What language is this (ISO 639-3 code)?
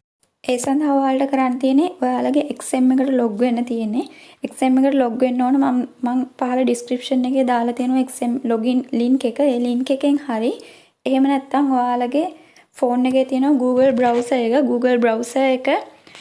sin